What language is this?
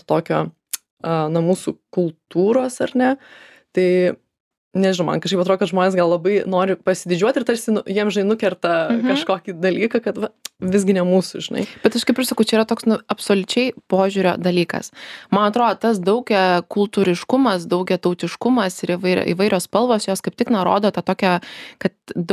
Lithuanian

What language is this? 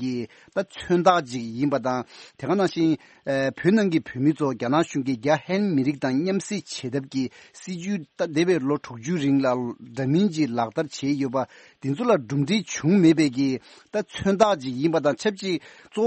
Tibetan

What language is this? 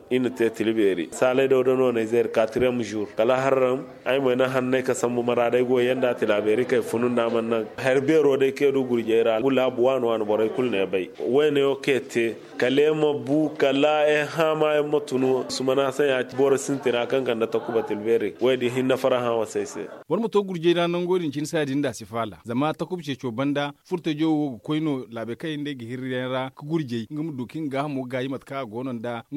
Zarma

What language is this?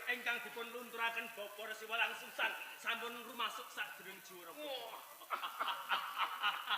Javanese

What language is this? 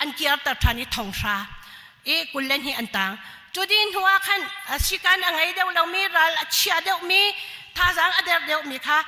Hakha Chin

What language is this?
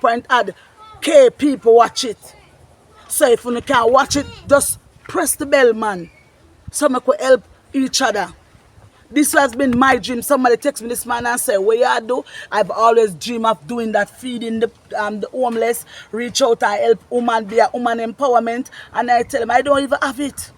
Jamaican Creole English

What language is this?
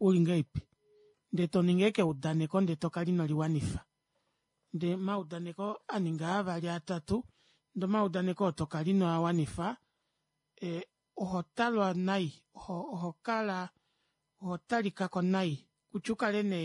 Kuanyama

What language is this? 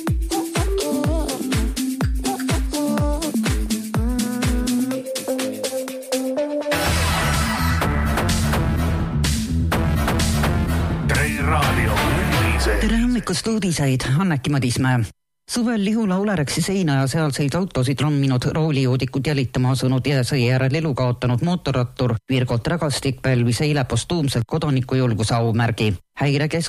Estonian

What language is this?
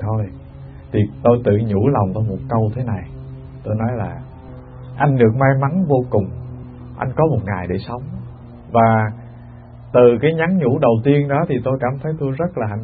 Vietnamese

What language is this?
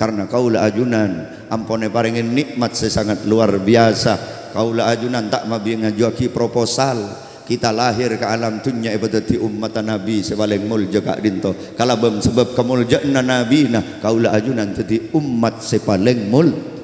Madurese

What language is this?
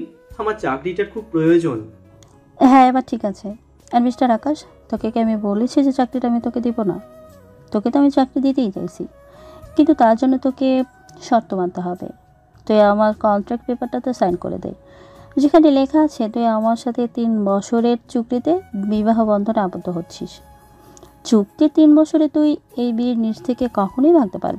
Bangla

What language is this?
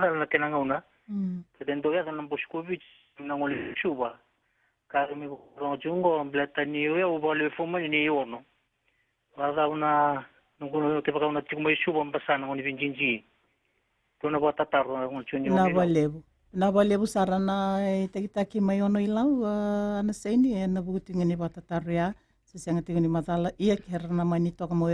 Fijian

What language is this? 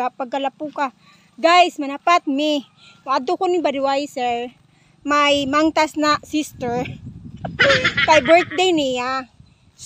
Cebuano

